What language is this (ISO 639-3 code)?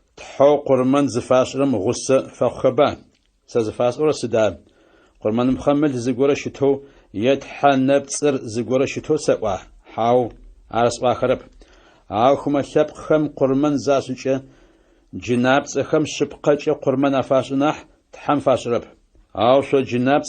ady